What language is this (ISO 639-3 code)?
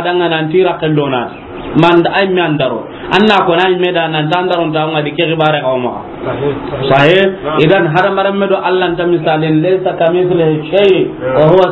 snk